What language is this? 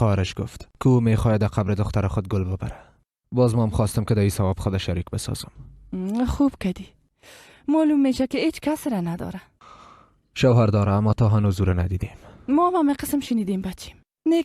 Persian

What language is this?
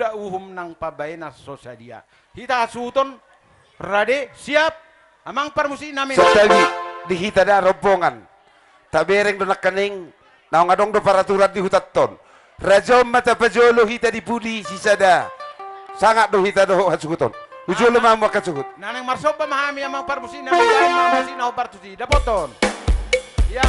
Batak Toba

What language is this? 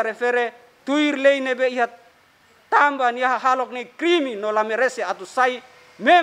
Tetum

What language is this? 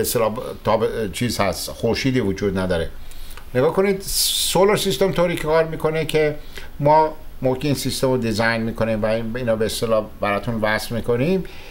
Persian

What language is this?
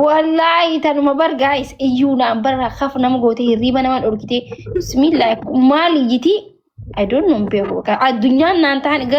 Oromo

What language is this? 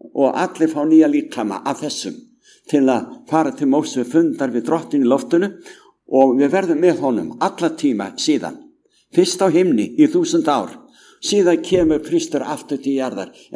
Icelandic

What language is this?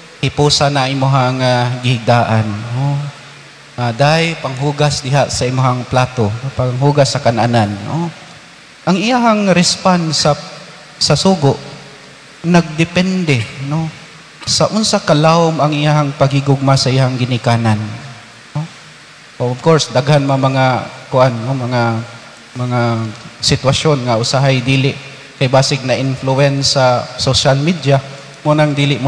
Cebuano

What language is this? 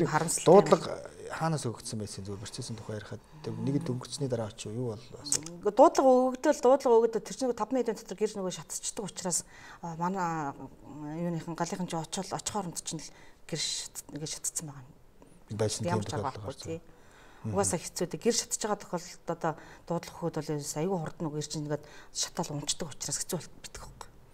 Mongolian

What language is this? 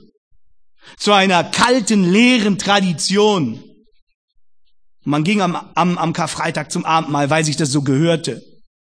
German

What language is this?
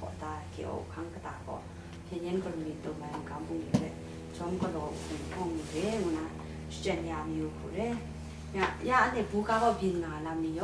Kachin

